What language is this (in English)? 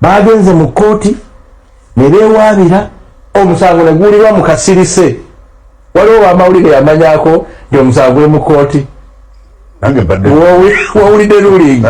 Ganda